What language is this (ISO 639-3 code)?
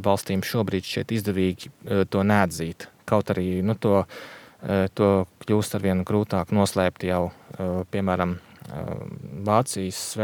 lav